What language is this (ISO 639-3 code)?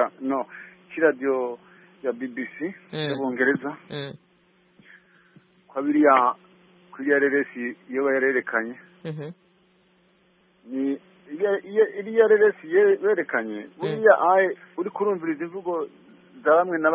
kin